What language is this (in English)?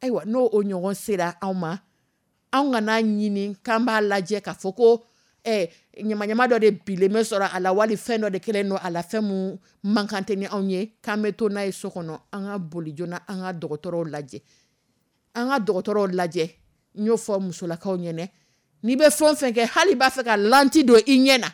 Dyula